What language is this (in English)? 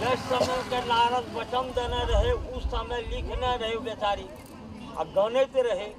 Maithili